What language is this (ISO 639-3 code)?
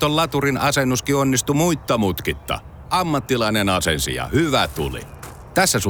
fin